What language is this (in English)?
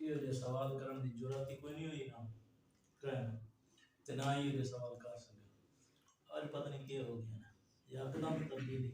Saraiki